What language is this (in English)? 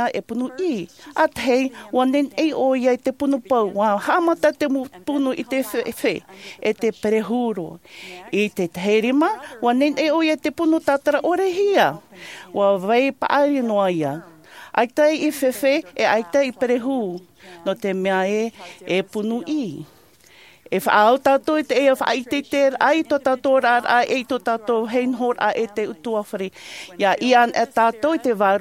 Tahitian